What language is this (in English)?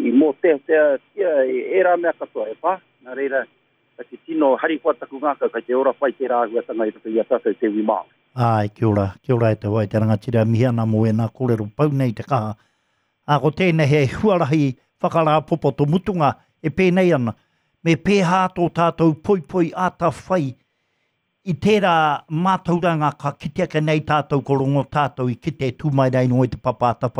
Māori